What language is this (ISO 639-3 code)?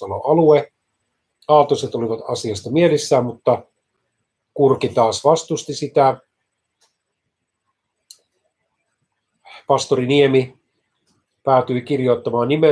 fin